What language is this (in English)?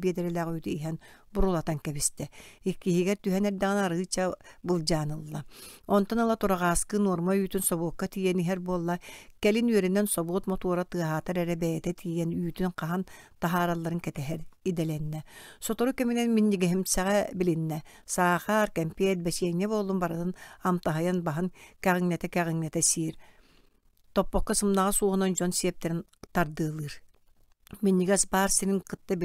Yakut